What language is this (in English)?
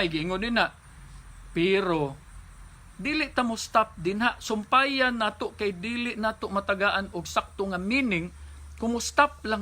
Cebuano